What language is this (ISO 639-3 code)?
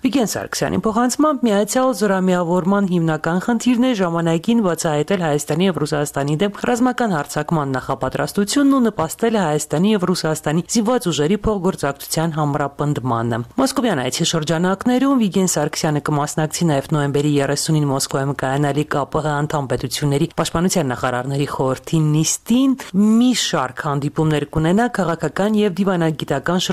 hye